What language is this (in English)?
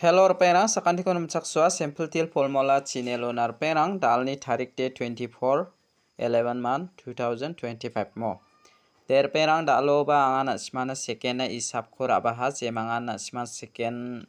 Garo